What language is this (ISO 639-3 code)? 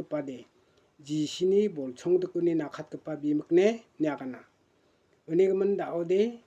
grt